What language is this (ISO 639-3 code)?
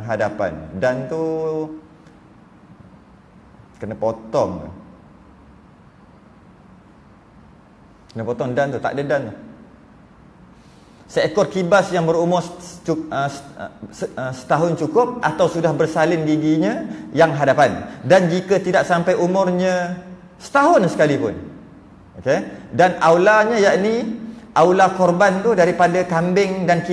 msa